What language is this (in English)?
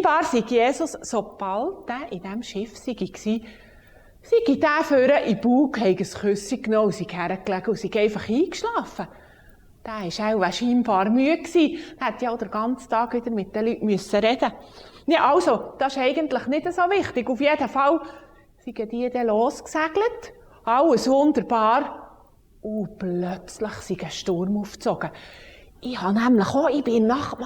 Swiss German